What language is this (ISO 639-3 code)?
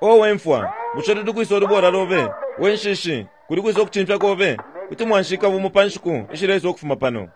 bem